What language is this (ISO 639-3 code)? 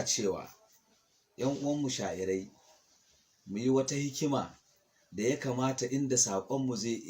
hau